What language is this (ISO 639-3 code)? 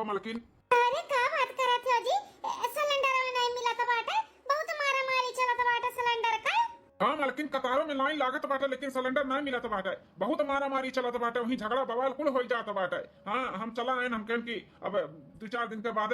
awa